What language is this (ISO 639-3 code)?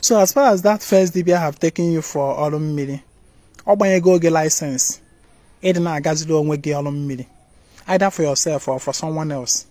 ibo